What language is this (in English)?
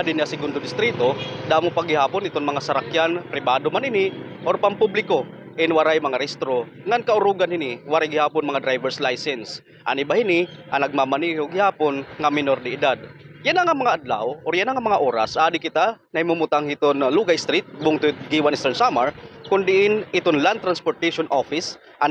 Waray